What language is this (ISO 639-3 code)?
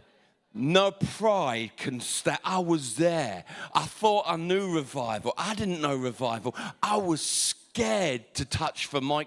eng